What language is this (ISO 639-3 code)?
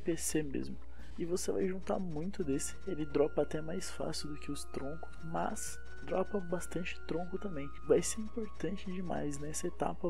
por